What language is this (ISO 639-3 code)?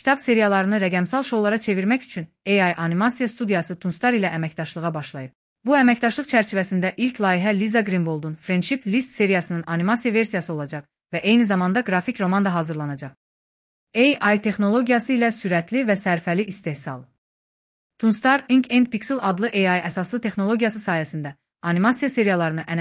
aze